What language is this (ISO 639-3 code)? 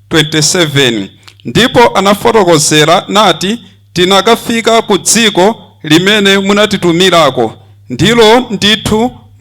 nya